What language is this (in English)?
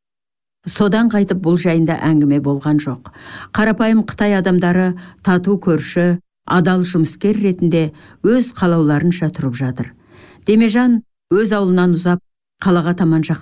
Kazakh